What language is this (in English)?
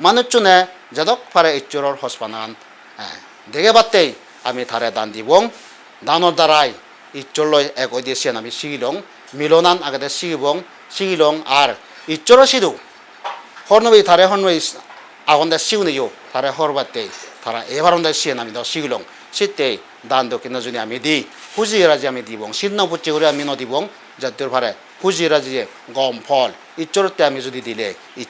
Chakma